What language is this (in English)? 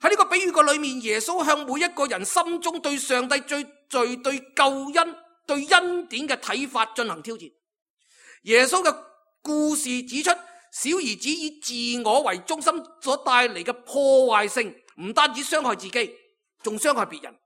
Cantonese